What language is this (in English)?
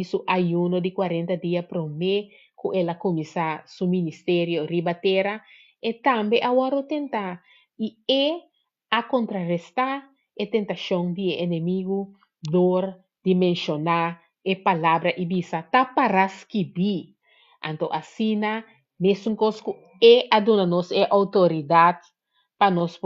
Papiamento